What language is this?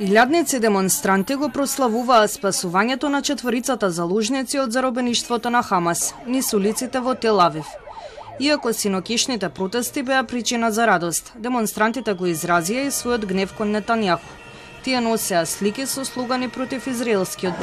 Macedonian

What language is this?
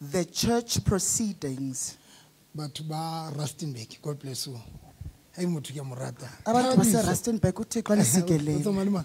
Southern Sotho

